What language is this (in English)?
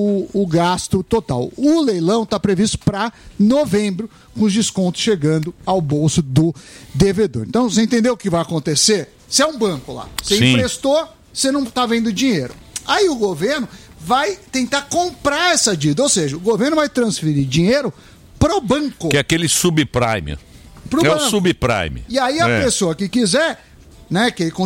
Portuguese